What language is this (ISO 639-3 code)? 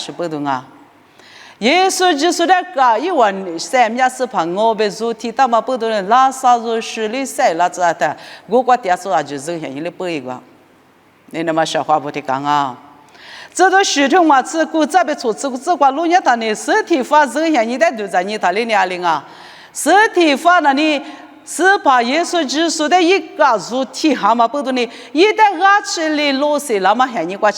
lis